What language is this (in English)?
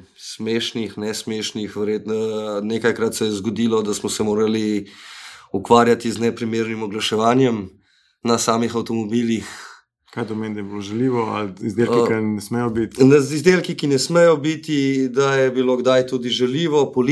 Slovenian